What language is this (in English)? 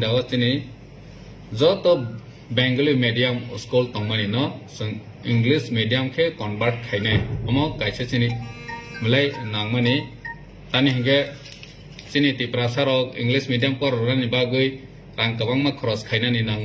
Kok Borok